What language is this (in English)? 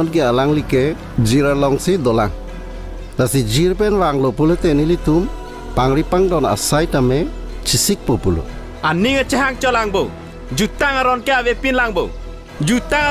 Karbi